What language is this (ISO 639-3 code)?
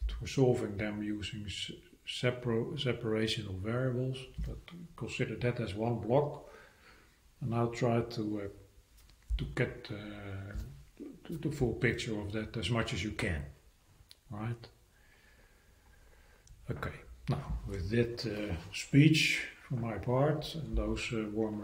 eng